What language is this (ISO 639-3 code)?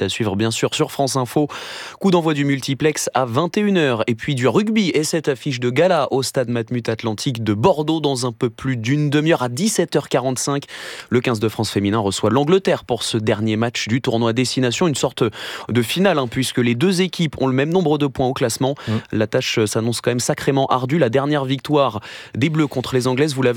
fra